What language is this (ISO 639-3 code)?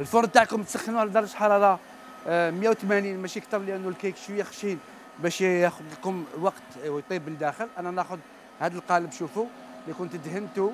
arq